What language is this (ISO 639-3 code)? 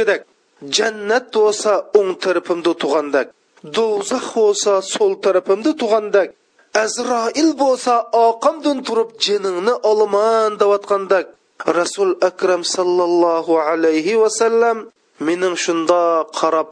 uig